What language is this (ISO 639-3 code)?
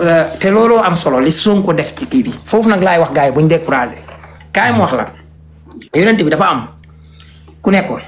wol